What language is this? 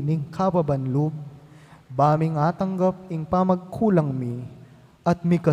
Pampanga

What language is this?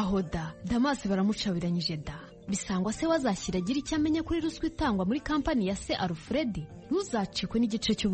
Kinyarwanda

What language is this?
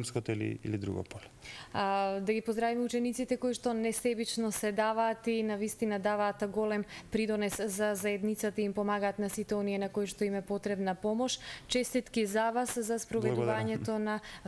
Macedonian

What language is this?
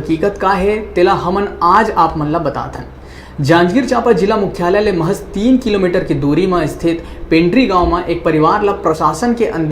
Chhattisgarhi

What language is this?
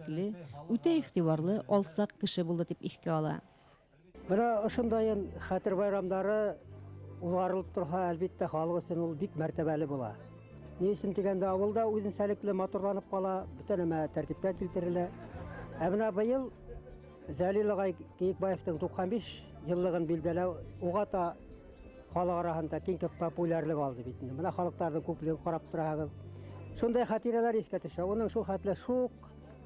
Bashkir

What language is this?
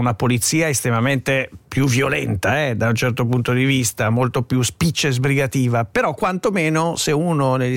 Italian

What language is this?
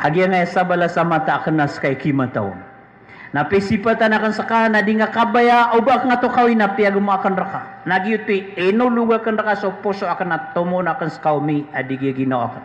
Maranao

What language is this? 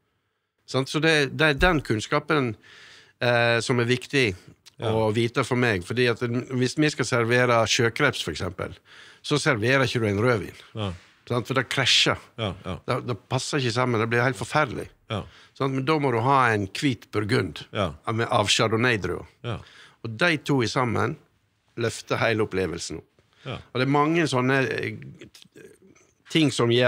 Norwegian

